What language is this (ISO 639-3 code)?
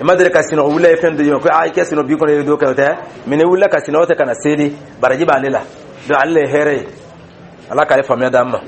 dyu